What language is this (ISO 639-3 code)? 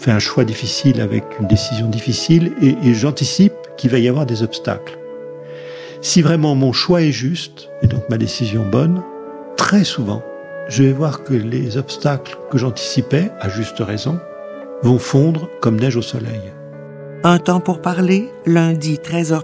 fra